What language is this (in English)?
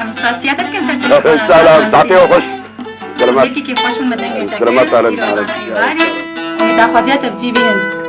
Kurdish